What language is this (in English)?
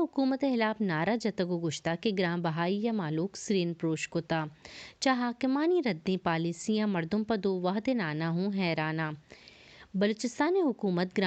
Baluchi